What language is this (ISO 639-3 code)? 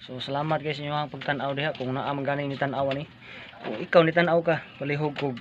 ceb